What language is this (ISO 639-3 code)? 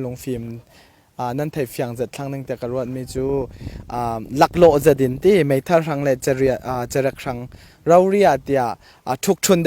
cfm